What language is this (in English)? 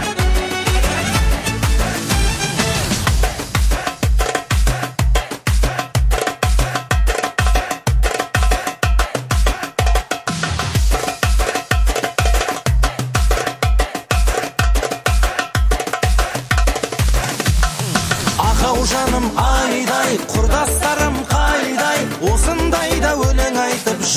Kazakh